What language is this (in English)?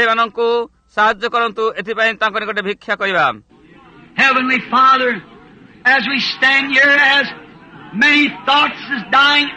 Odia